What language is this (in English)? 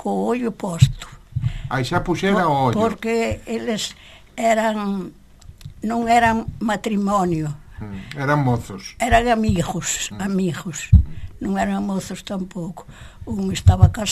Galician